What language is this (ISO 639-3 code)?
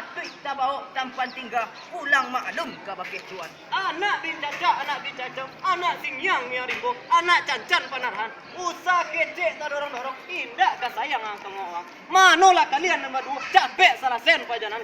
min